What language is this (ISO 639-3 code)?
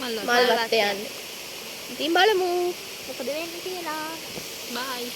sin